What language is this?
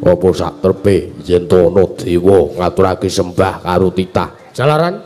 Javanese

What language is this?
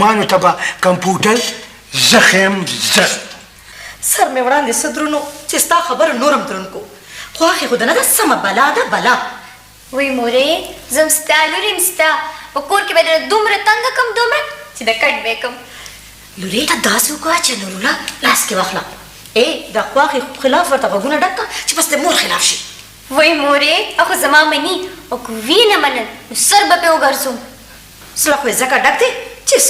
Pashto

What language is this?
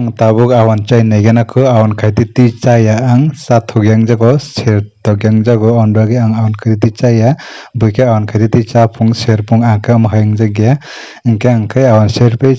Kok Borok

